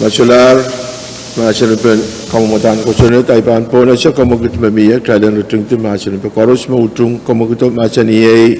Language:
Pohnpeian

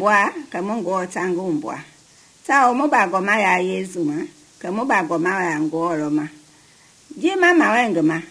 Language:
Mende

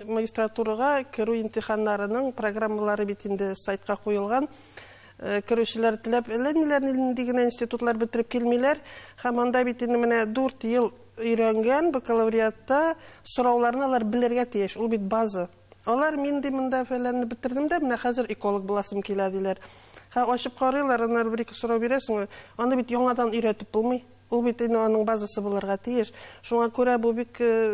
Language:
Tatar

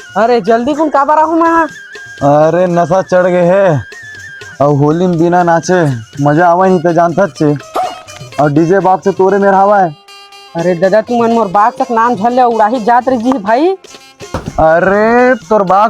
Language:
Chhattisgarhi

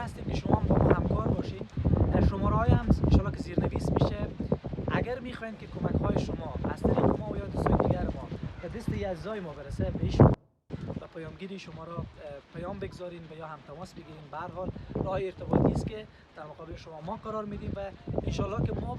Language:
Persian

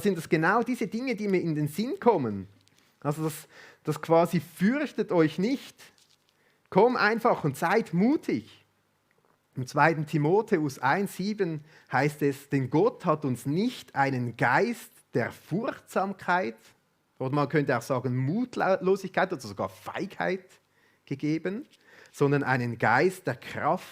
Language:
Swiss German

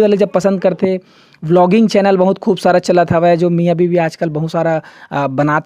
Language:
Chhattisgarhi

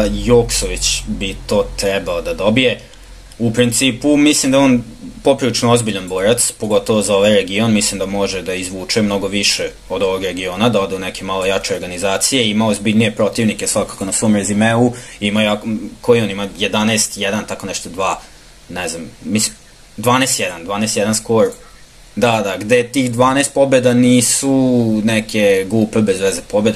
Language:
Serbian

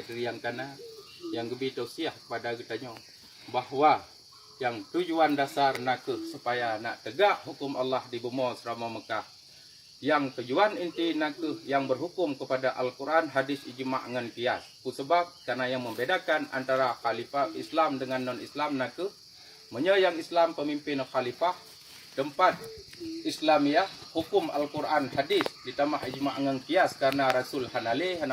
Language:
Achinese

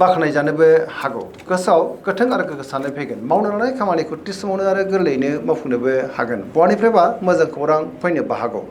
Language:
Bodo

